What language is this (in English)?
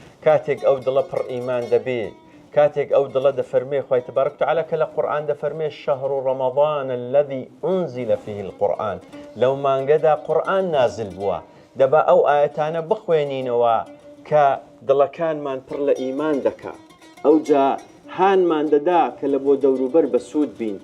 Central Kurdish